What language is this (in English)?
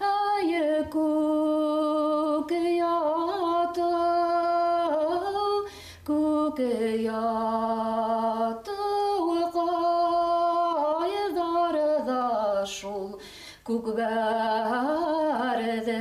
Bashkir